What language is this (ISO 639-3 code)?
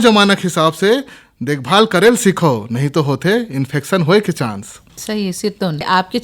hne